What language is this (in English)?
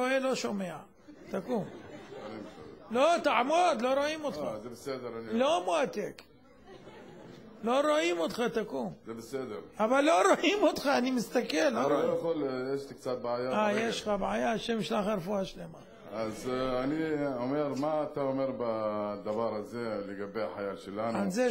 Hebrew